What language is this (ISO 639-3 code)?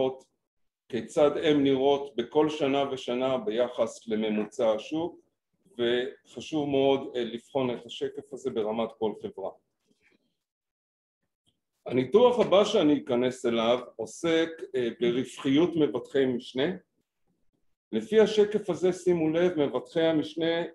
heb